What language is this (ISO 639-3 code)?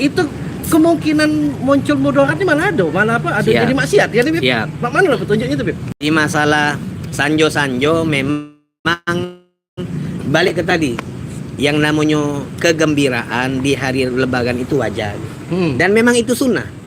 mui